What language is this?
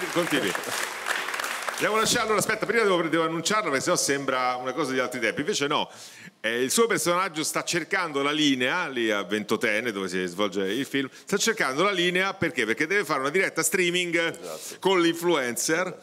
Italian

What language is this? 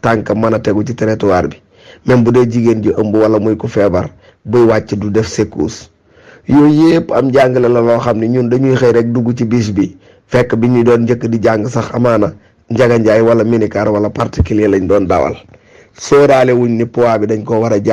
Wolof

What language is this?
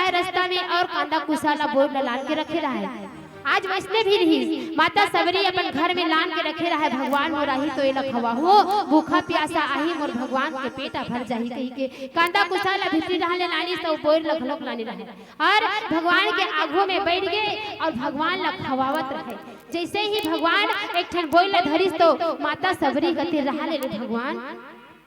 Chhattisgarhi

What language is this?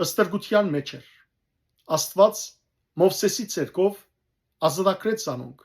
Western Armenian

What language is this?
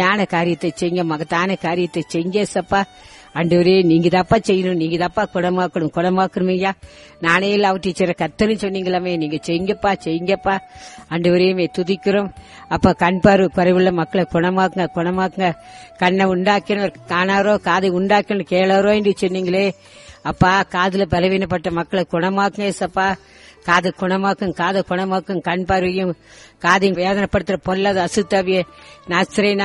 Tamil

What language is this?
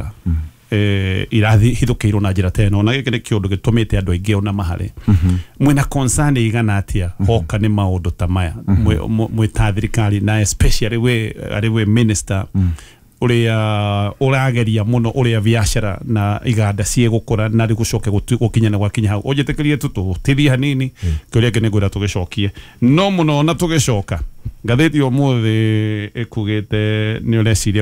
Kikuyu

